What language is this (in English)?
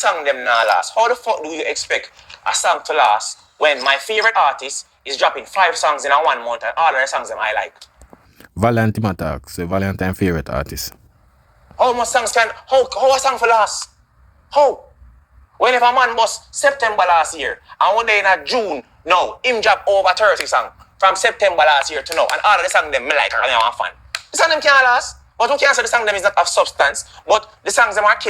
Jamaican Creole English